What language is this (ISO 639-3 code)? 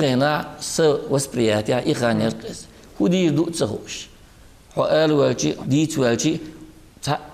che